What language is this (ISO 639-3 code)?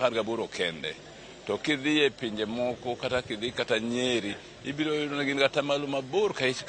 luo